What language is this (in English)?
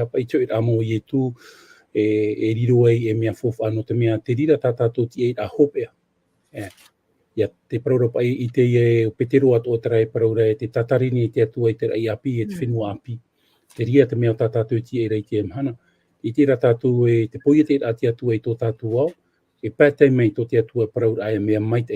Tahitian